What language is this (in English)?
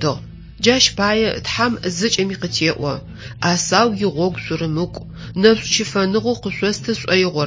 Adyghe